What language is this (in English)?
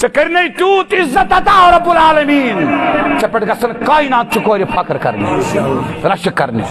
Kashmiri